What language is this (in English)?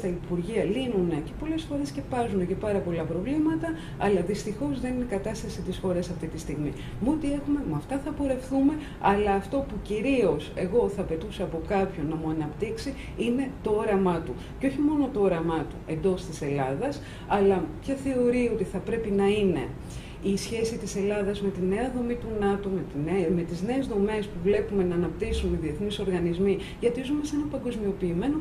Greek